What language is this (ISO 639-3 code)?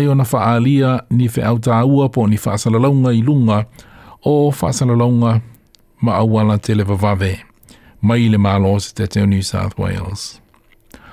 smo